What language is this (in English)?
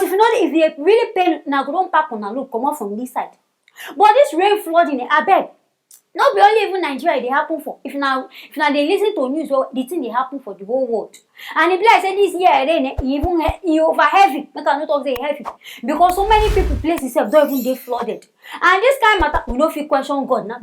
Nigerian Pidgin